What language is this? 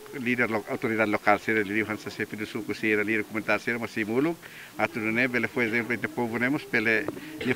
Tetum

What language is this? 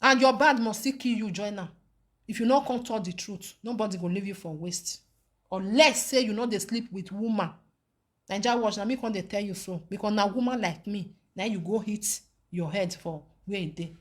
Nigerian Pidgin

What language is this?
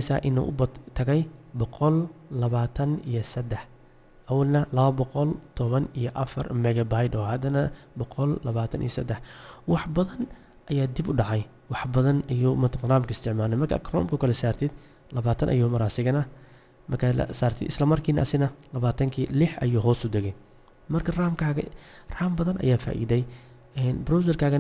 Somali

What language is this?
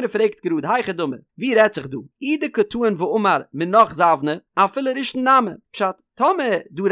Yiddish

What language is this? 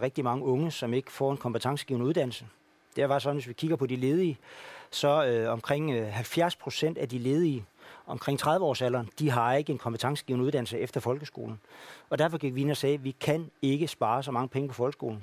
Danish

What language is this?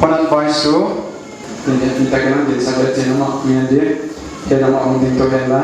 Paite Chin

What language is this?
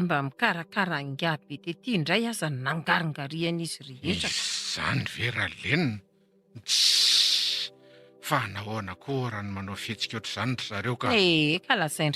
Malagasy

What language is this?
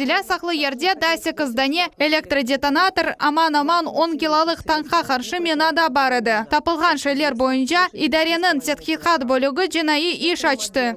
Crimean Tatar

